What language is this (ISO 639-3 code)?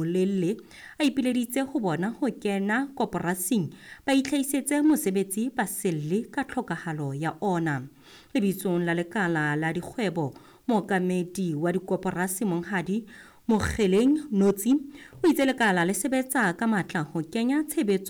sot